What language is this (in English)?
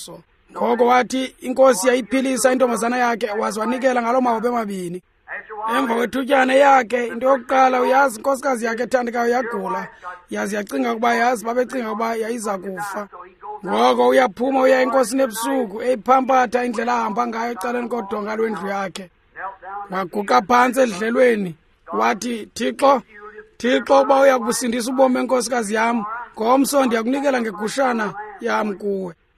Xhosa